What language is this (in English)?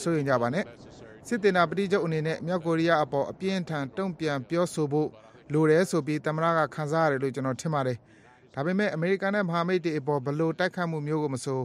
Burmese